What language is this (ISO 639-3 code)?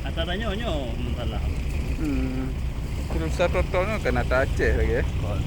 ace